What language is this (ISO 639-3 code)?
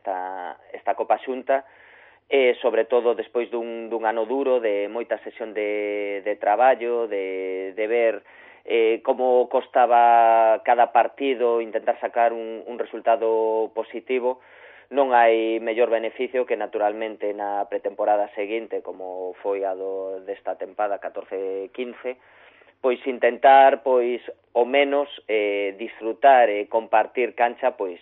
glg